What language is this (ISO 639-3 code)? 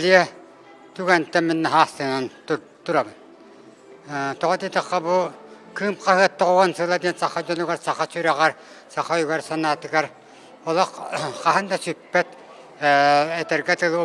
sah